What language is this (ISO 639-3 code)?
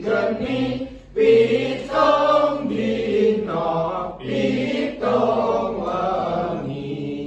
jav